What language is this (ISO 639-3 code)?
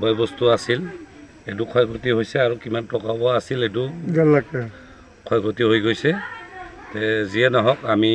asm